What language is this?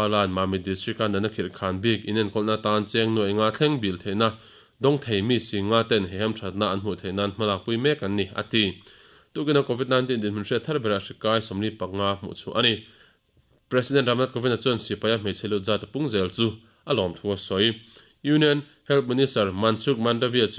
Mizo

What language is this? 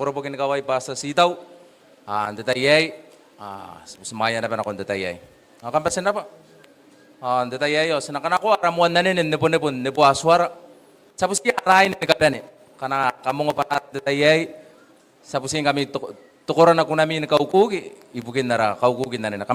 Gilbertese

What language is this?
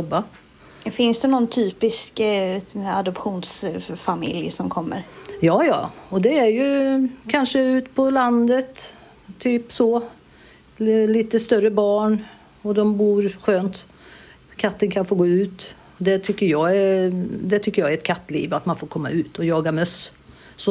Swedish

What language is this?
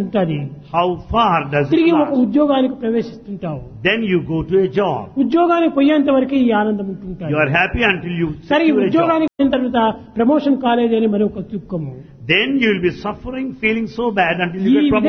Telugu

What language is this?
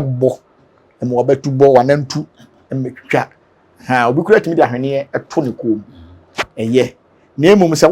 Akan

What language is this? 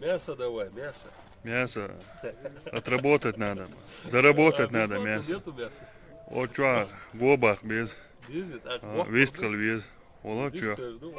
Chechen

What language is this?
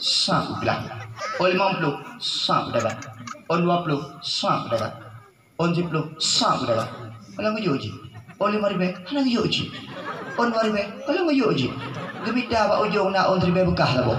Achinese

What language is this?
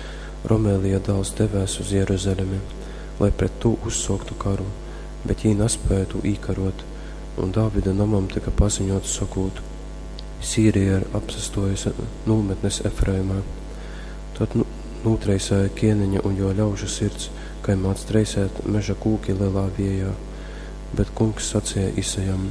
Latgalian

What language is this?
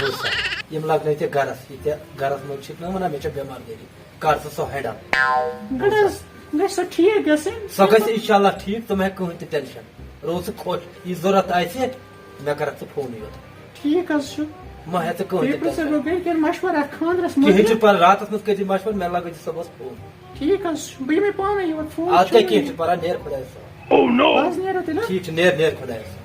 Kashmiri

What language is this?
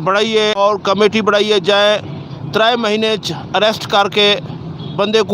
Saraiki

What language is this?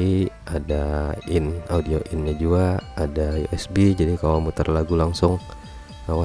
Banjar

